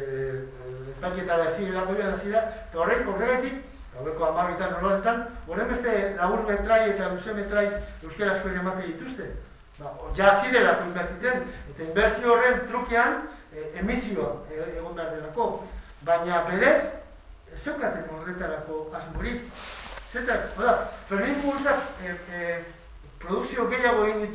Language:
Basque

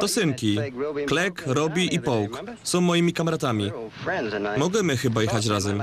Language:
Silesian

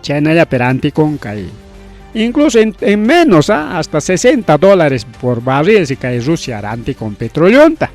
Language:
Ayacucho Quechua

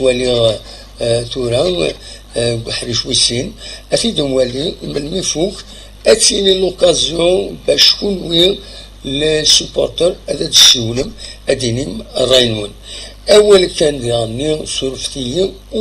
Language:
Kabyle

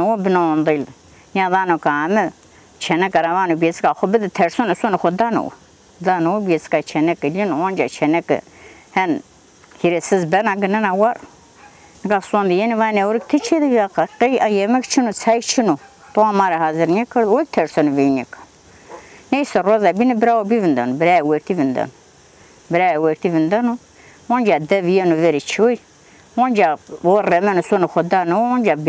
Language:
Zaza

